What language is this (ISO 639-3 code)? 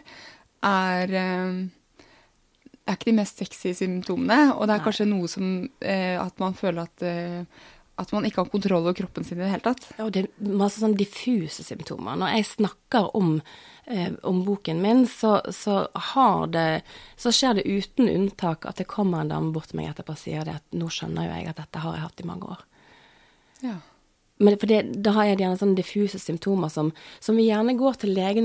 nor